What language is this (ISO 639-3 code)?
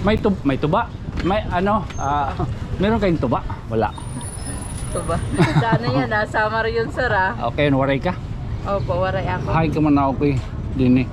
war